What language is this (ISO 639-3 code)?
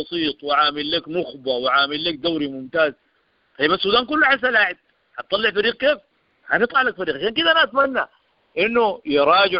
apd